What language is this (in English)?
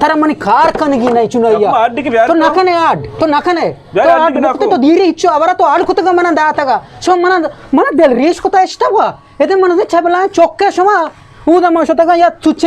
Eastern Balochi